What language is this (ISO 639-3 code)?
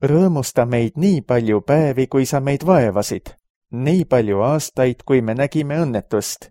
est